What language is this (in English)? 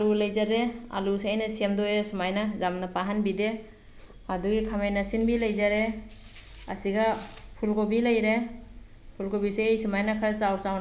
Manipuri